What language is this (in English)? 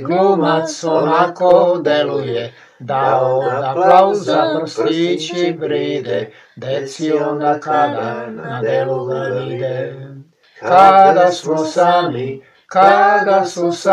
Serbian